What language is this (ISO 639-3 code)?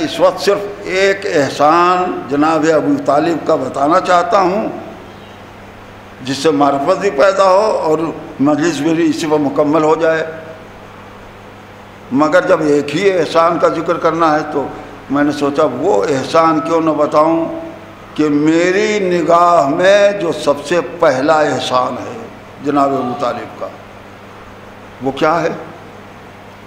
urd